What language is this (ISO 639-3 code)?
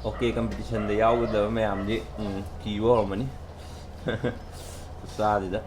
mni